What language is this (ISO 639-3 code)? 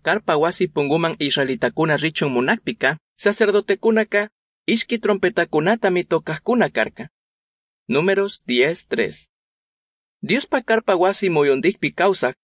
qug